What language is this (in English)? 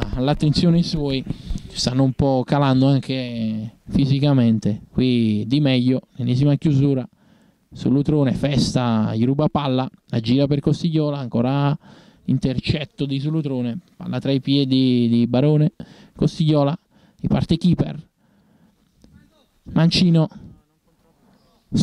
Italian